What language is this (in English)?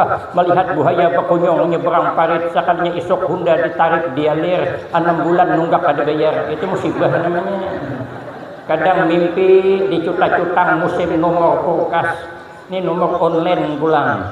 Banjar